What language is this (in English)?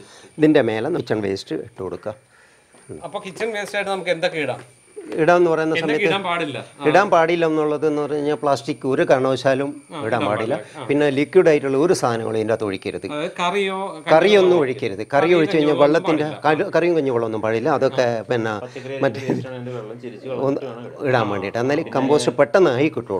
Malayalam